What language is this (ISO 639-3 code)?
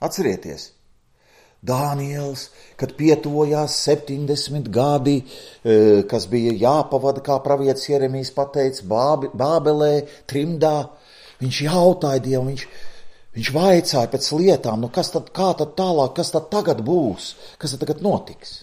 lav